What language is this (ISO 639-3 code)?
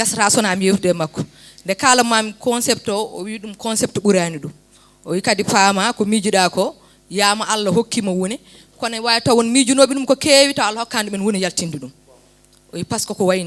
ful